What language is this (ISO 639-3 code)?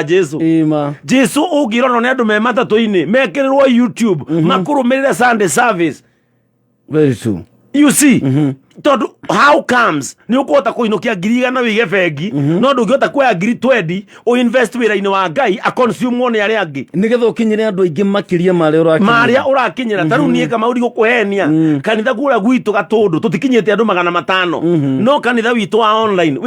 kik